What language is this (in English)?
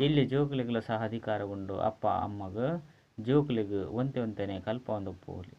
Tulu